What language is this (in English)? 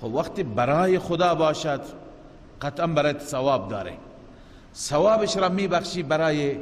Persian